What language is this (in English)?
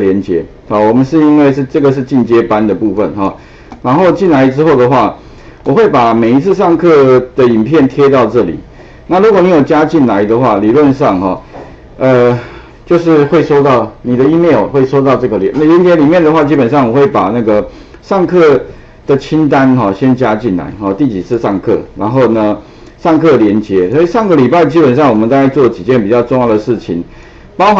Chinese